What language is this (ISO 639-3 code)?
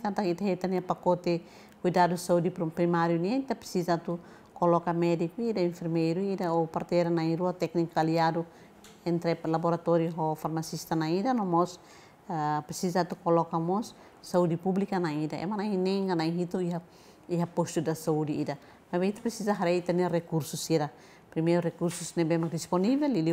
tet